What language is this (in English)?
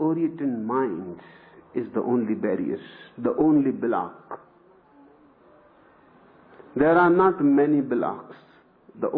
English